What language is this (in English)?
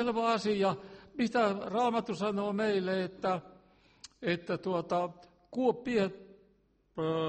Finnish